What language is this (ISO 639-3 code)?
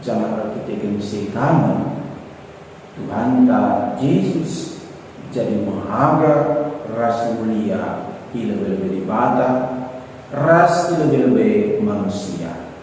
btx